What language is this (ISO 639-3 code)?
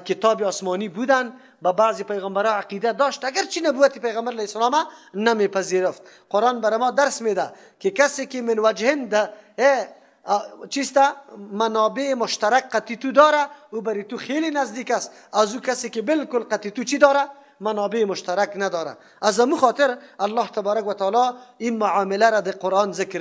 fas